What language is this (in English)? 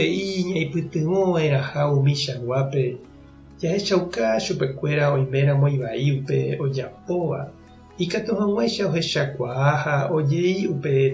Guarani